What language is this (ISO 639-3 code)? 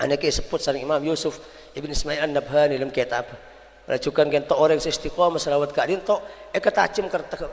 mad